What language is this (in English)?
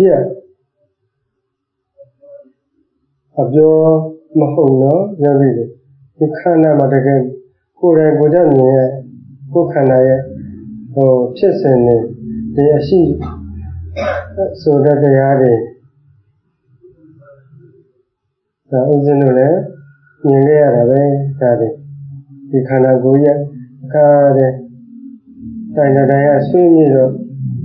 Burmese